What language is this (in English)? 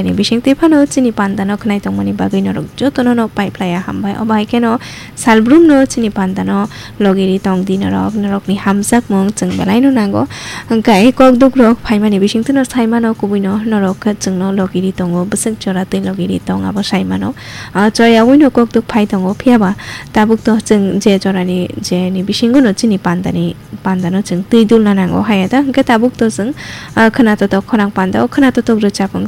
Kok Borok